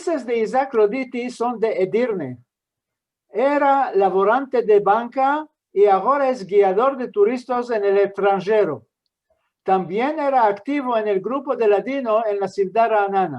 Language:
Ladino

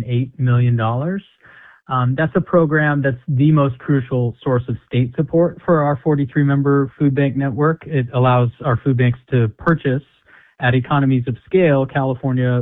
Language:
English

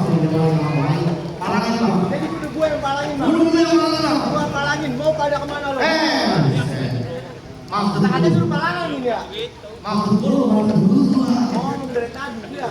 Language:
Betawi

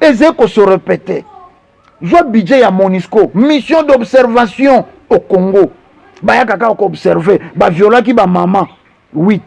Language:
Lingala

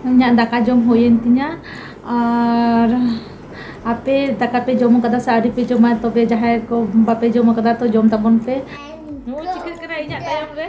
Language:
Santali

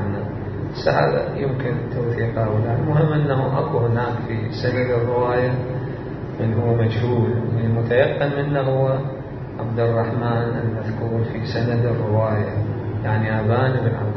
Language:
Mesopotamian Arabic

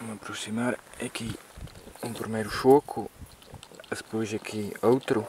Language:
Mirandese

